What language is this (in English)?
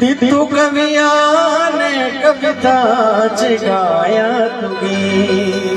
Dogri